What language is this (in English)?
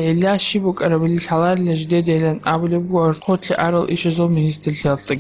Avaric